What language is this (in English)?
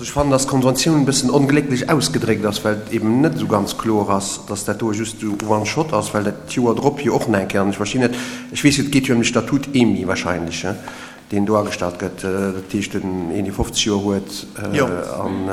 Luxembourgish